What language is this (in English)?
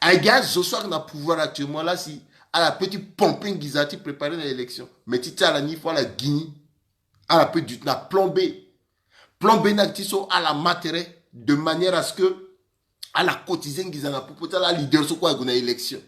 Sango